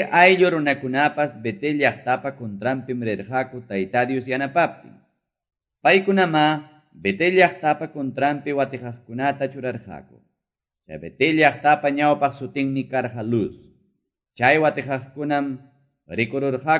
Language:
Quechua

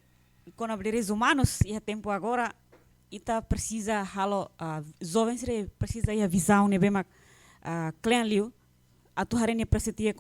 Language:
Tetum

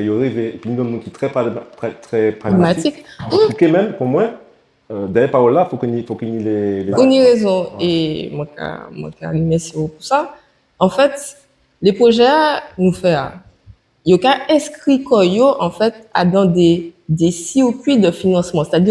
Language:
Guadeloupean Creole French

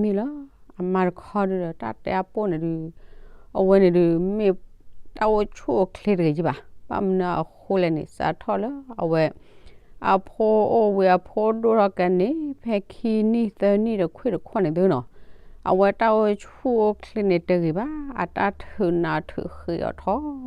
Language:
S'gaw Karen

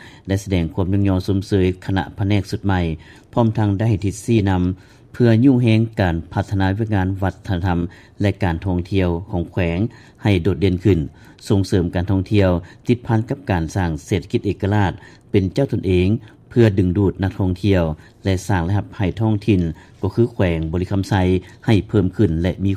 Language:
Lao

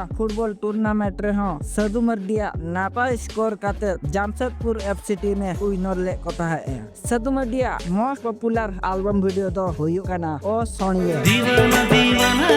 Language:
Santali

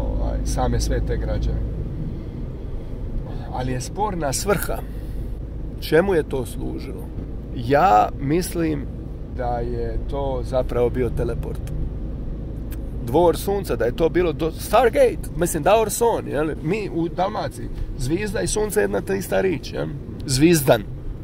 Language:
Croatian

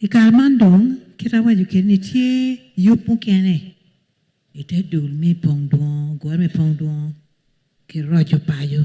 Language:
Acoli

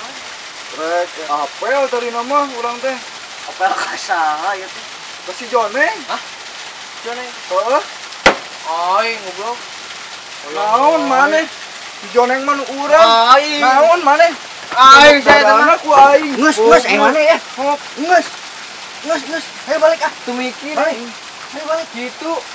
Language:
Sundanese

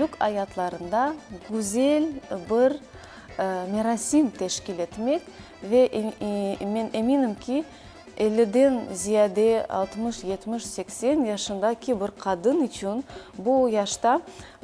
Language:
Crimean Tatar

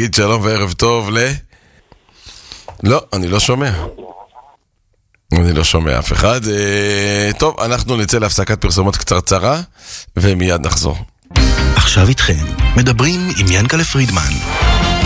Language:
Hebrew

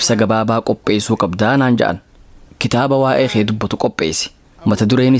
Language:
Oromo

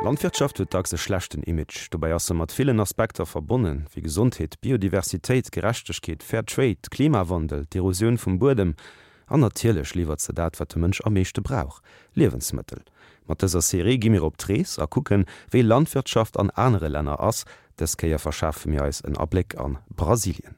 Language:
Luxembourgish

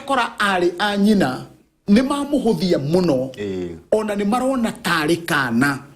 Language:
Kikuyu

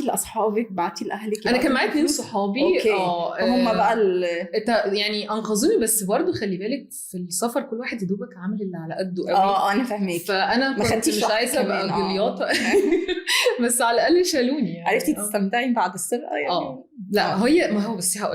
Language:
Egyptian Arabic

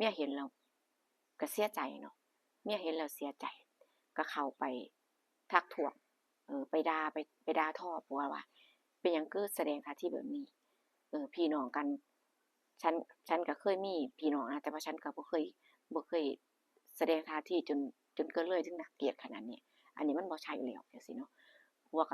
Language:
Northeastern Thai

